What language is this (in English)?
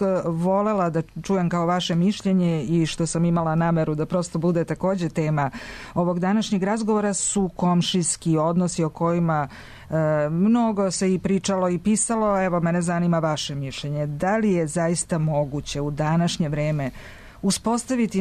Serbian